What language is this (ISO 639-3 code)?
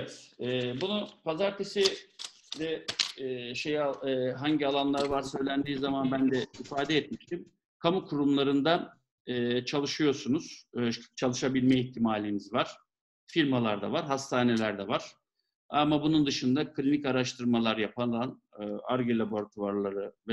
tur